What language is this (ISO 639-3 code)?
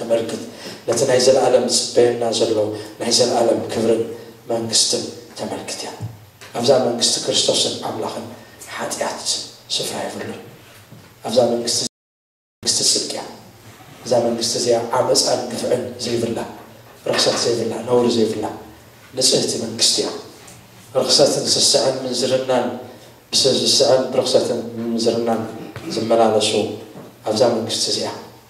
tir